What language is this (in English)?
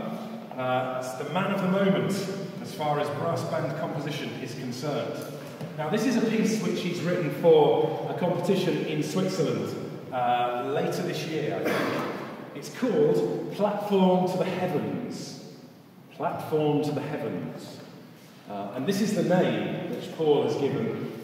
English